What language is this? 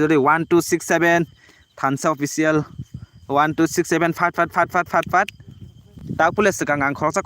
Kok Borok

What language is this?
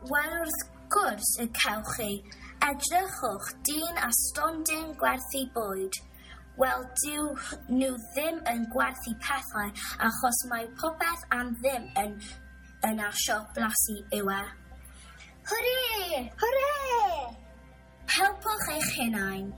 Welsh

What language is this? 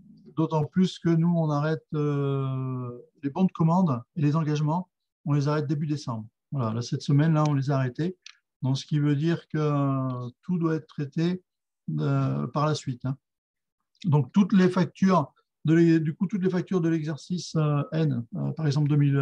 French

